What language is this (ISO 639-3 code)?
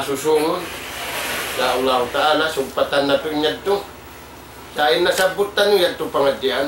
tsg